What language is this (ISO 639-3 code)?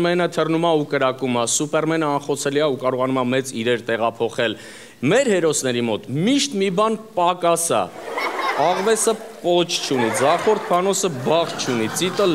hye